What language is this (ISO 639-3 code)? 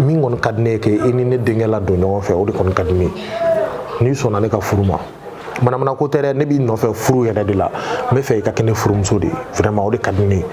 bam